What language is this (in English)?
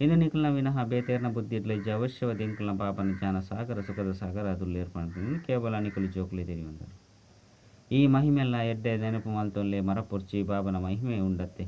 Tulu